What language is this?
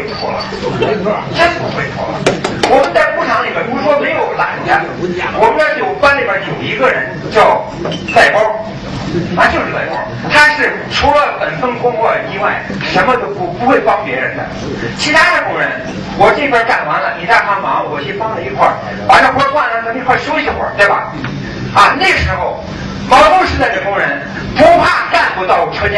Chinese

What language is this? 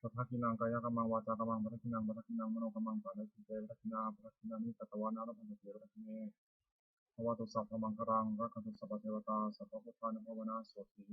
Pali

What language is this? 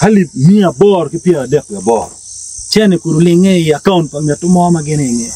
Acoli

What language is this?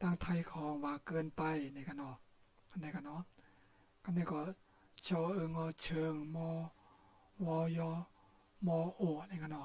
Shan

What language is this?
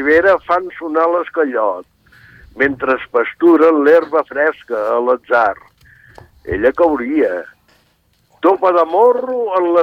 Catalan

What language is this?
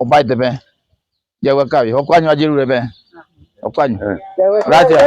Guarani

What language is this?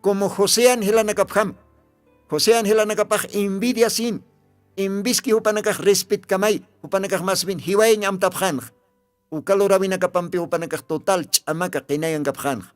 Aymara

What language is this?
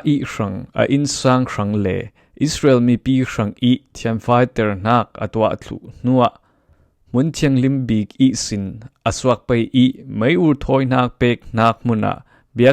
Falam Chin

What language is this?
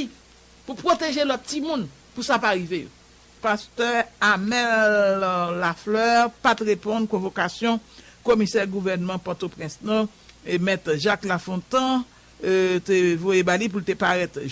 Haitian Creole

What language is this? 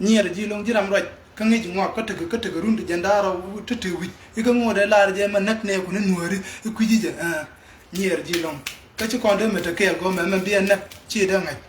Nuer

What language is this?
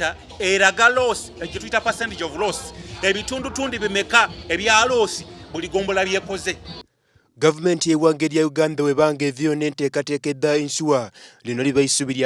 Soga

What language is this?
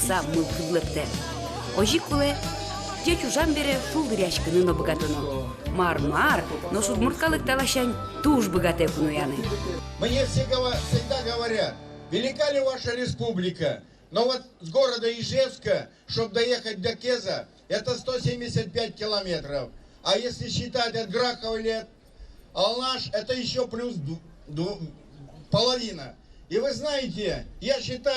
Udmurt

